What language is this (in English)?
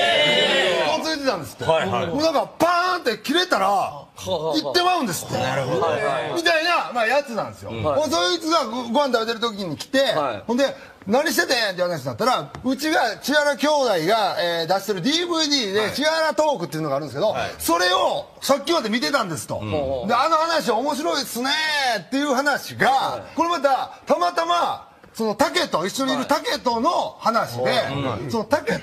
Japanese